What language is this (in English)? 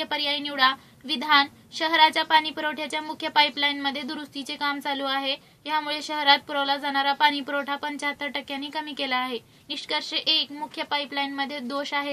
Marathi